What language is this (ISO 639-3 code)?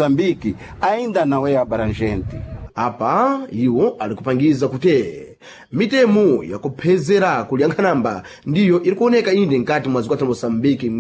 seh